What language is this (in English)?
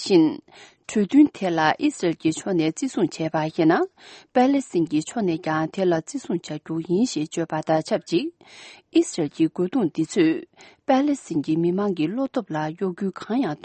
Tibetan